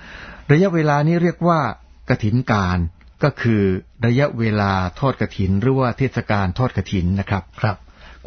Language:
Thai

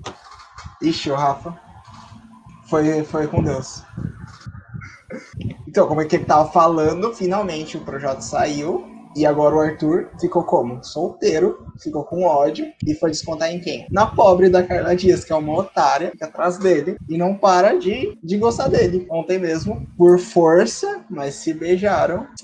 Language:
Portuguese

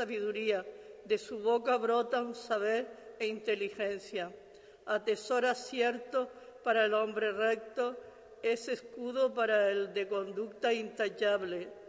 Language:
Spanish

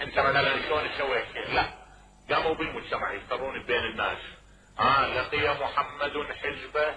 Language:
Mesopotamian Arabic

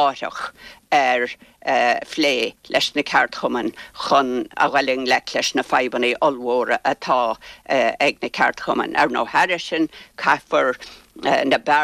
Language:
Irish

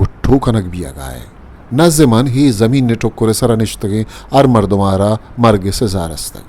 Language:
Eastern Balochi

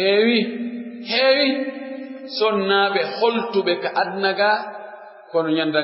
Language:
Pular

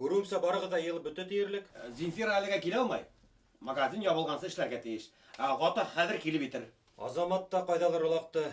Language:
Bashkir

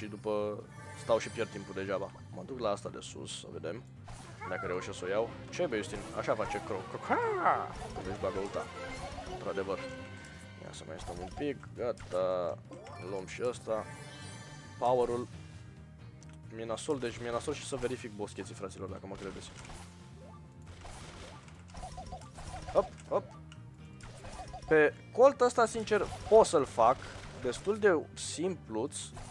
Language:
Romanian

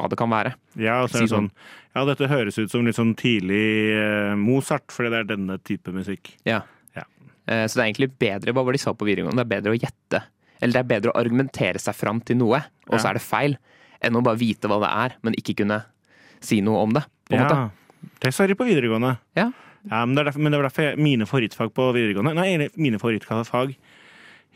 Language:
Norwegian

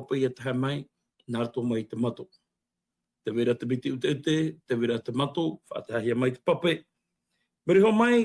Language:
Tahitian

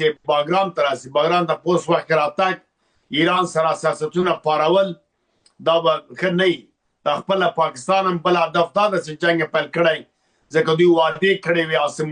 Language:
Pashto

